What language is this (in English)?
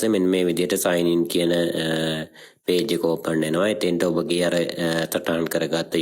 Sinhala